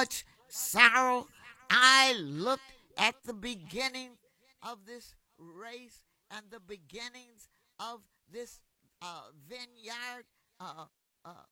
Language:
English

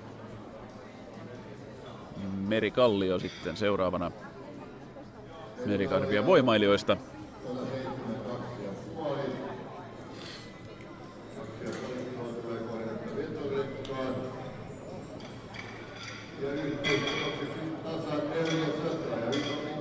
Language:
Finnish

